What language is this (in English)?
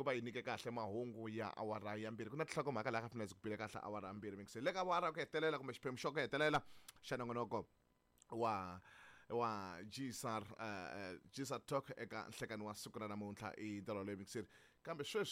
Tsonga